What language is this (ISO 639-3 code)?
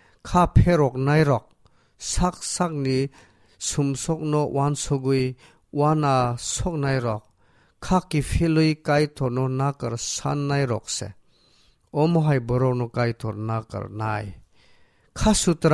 trp